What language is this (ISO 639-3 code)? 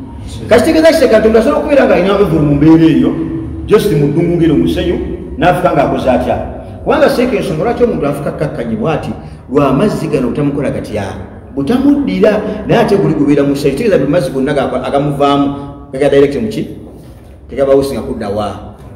lug